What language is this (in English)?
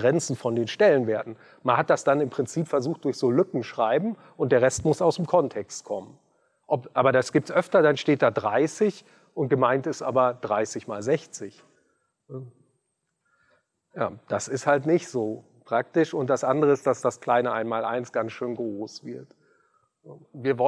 German